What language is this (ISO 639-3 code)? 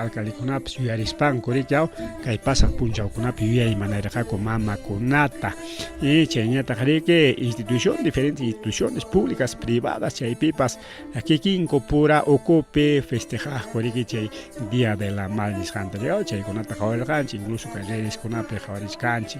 quy